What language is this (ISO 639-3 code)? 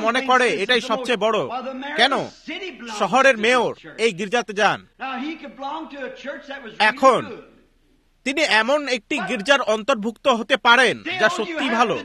ben